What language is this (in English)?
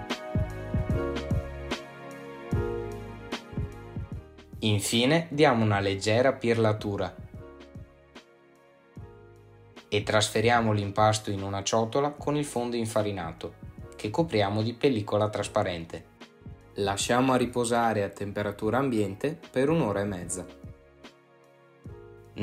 Italian